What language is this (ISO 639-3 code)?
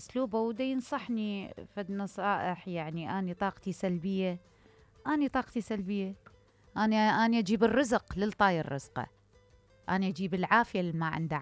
acm